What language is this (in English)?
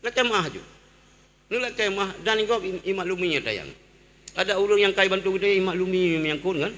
Achinese